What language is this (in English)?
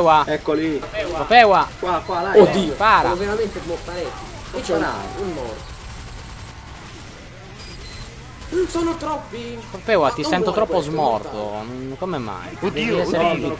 Italian